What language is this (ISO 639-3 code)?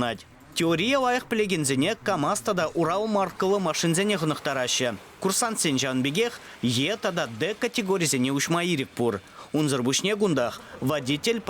chv